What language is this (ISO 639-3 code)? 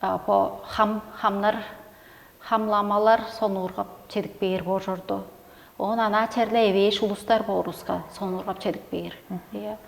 tyv